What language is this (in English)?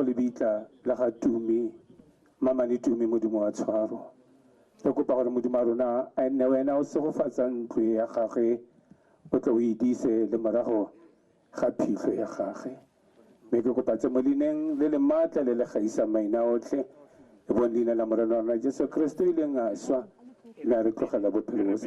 Tswana